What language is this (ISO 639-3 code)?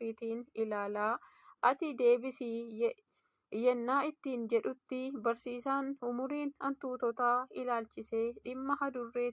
orm